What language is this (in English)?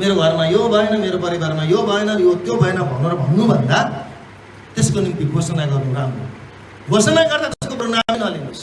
Nepali